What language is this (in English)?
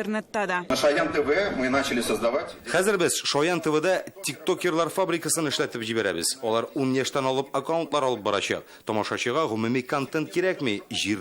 Tatar